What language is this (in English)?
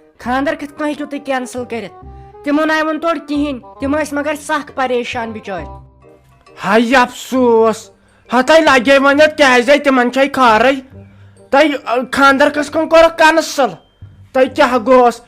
Kashmiri